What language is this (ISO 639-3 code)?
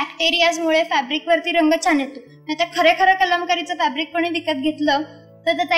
mar